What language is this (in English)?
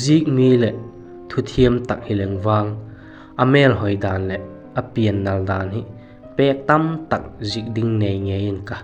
Vaiphei